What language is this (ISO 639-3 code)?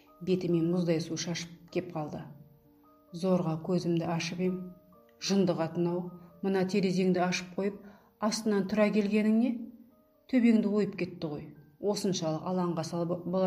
kaz